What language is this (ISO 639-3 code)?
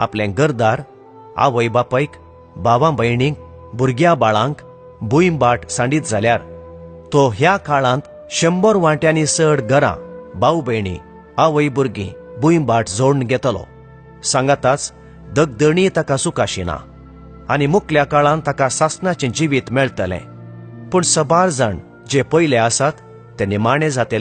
kok